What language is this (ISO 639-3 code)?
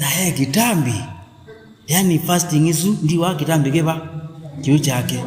kam